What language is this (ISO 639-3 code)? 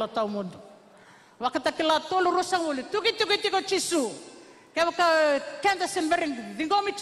fij